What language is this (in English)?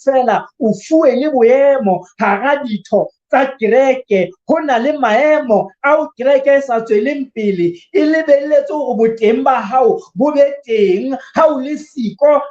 Southern Sotho